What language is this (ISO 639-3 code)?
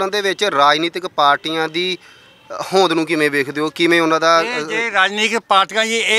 pan